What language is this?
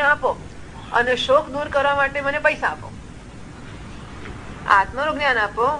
Gujarati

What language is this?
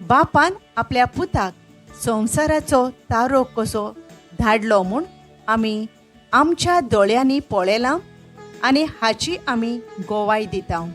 Konkani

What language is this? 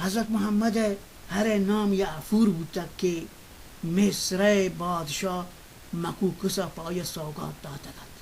Baluchi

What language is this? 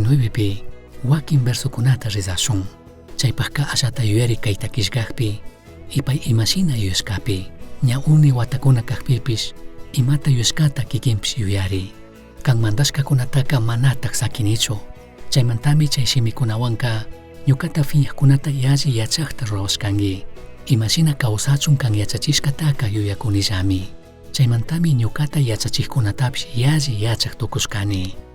Chimborazo Highland Quichua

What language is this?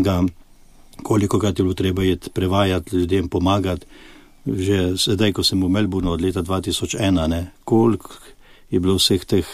Slovenian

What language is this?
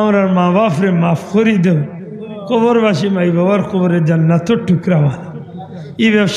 Sylheti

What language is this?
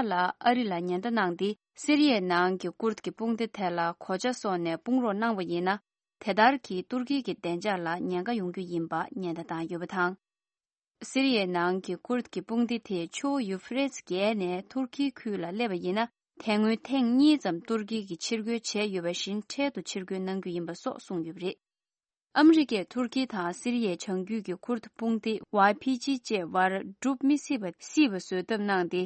Tibetan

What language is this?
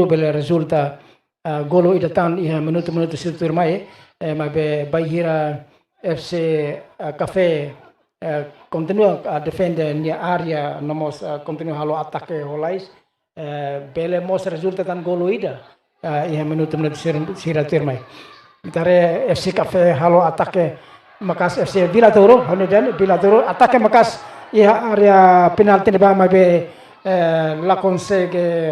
Tetum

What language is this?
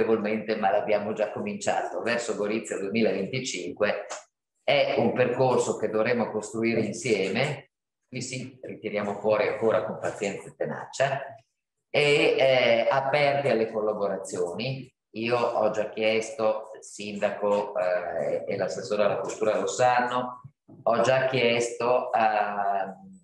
Italian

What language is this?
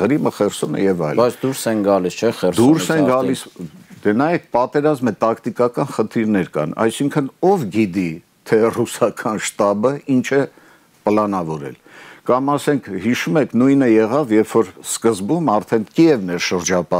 Armenian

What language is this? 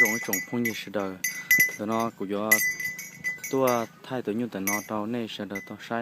Hmong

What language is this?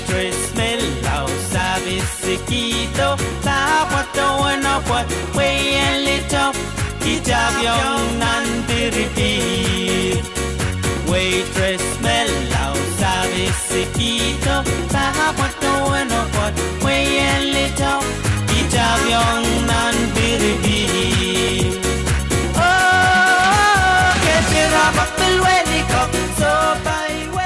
Pohnpeian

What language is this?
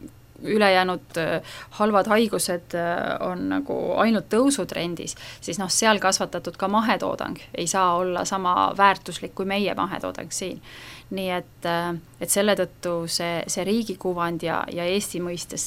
Estonian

